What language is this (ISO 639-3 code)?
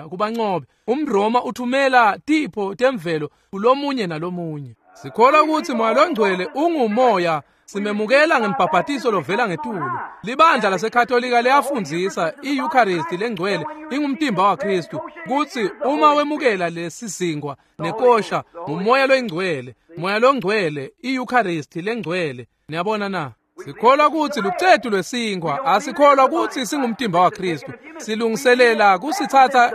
ssw